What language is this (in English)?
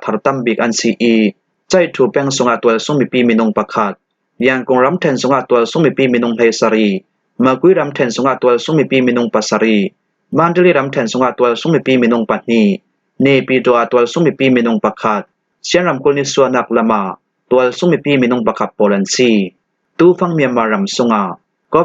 Falam Chin